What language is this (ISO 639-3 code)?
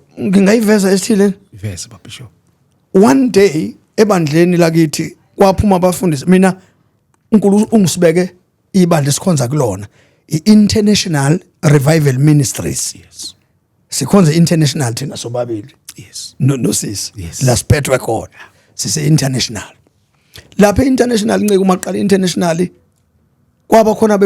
zul